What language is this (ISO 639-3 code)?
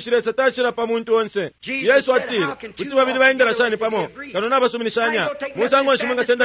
bem